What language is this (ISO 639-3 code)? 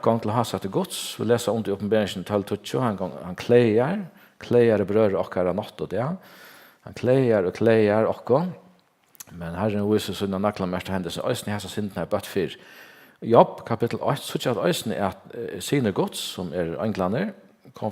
fao